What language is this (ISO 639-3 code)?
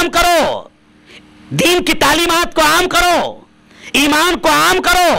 urd